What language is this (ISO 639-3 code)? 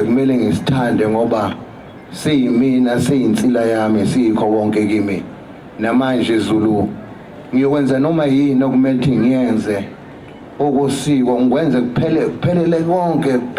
zul